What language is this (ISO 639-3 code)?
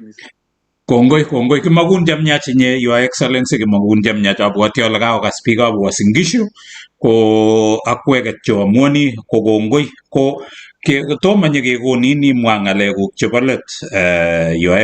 kln